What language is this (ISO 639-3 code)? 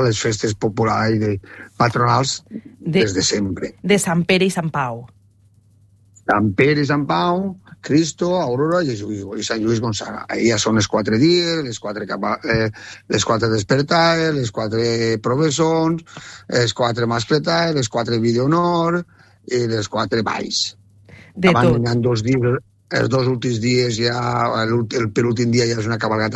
cat